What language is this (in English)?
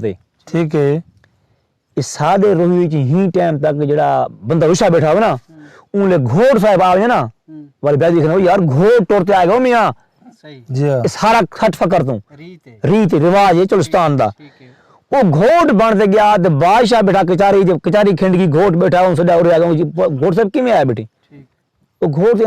Saraiki